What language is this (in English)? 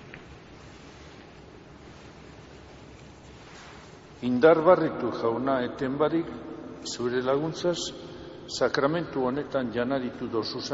Basque